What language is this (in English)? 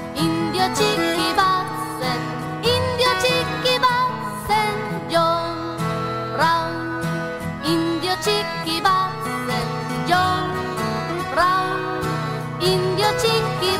Basque